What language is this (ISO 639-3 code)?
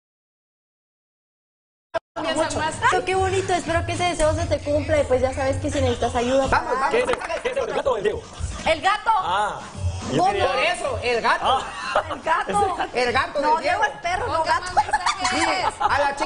spa